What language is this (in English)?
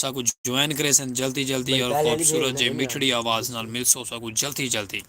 Saraiki